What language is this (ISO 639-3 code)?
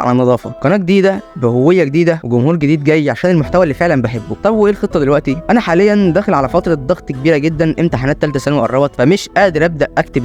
arz